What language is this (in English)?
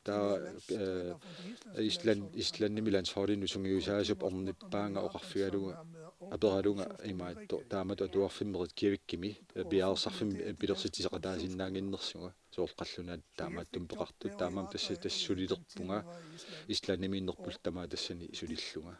Kalaallisut